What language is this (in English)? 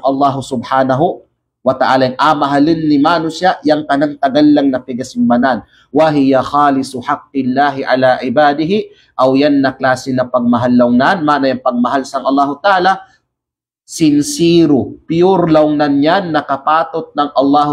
Kalagan